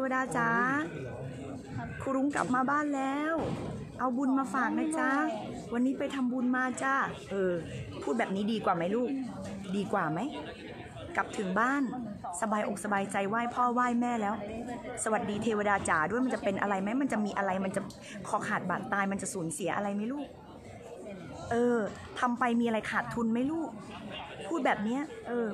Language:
Thai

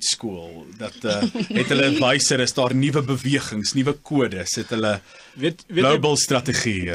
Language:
Afrikaans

